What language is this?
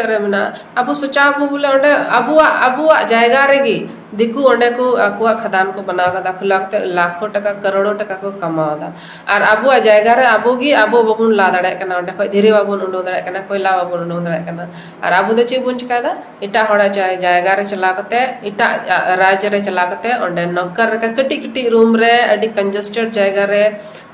Santali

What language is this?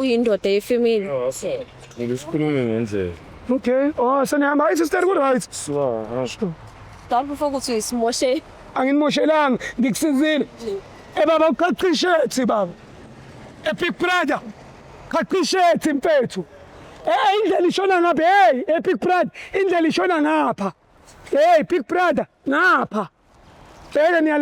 Zulu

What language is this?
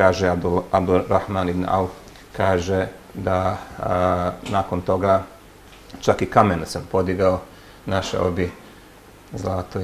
Bosnian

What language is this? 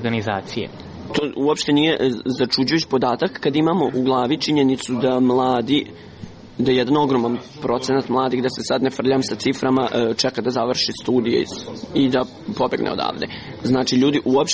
Serbian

